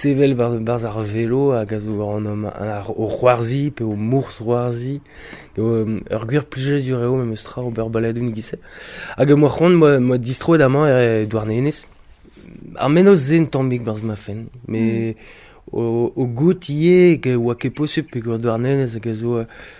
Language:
Breton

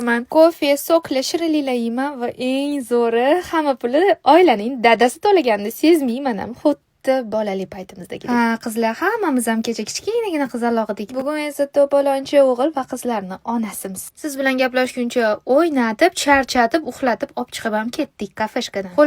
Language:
Uzbek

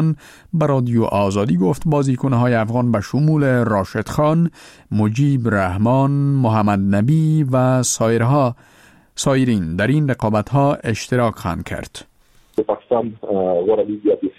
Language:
Persian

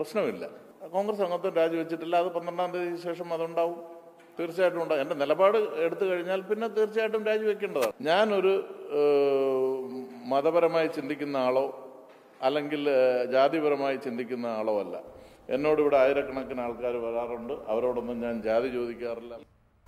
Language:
Malayalam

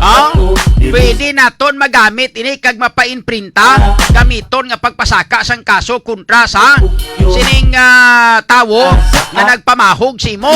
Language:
Hiligaynon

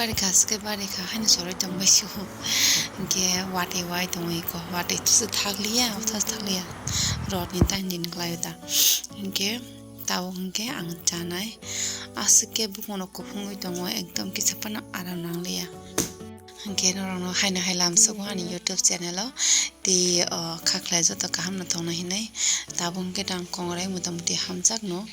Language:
Kok Borok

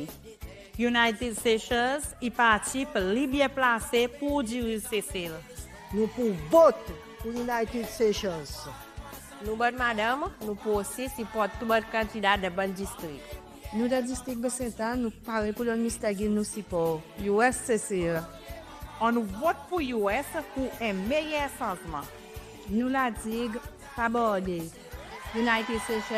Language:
Seselwa Creole French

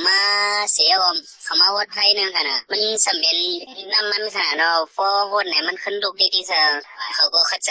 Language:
Shan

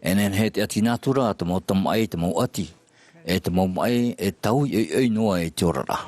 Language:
Tahitian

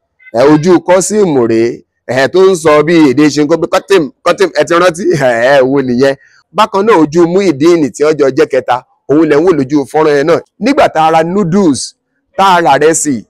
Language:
Yoruba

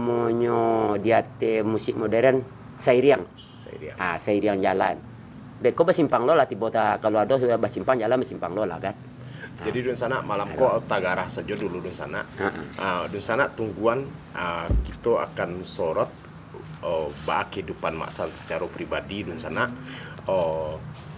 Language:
Minangkabau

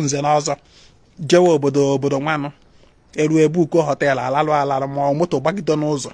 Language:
Igbo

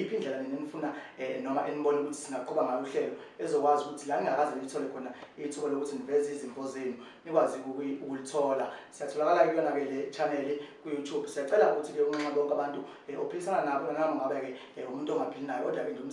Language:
Zulu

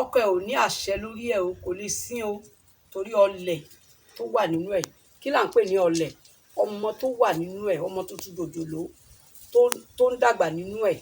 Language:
Yoruba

